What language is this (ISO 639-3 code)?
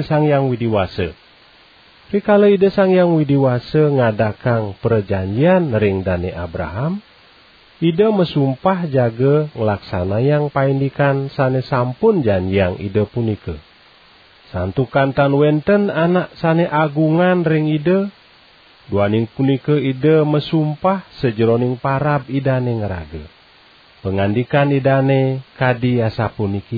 ban